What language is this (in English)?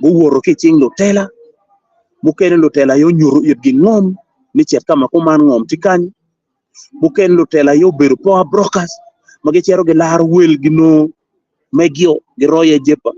Acoli